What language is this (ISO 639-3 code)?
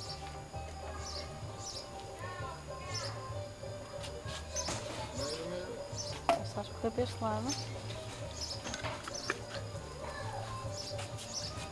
por